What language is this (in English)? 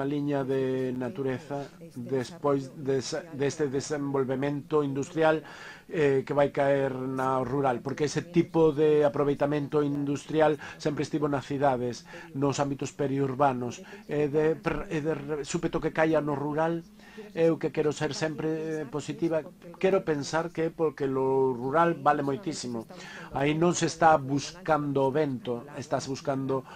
Galician